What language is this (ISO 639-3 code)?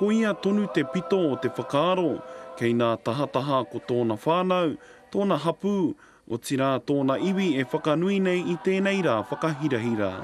mri